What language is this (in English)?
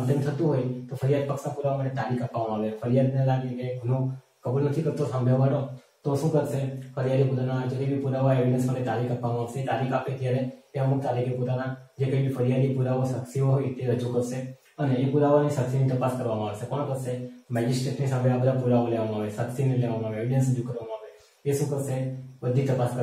Gujarati